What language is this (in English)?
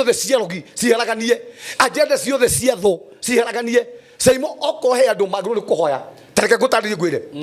Kikuyu